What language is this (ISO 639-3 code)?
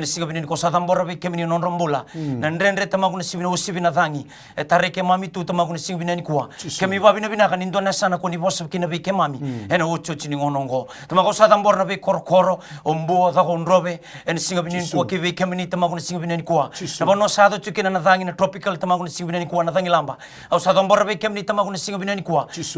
fij